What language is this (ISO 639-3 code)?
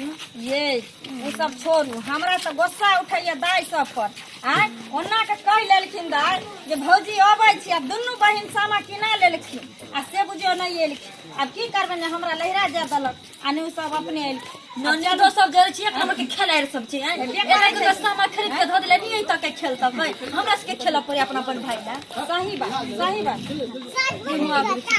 mai